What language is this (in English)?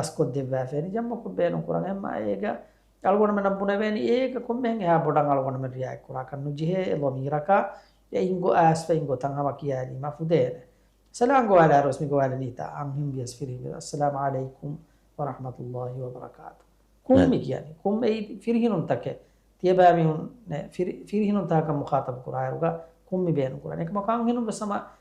Divehi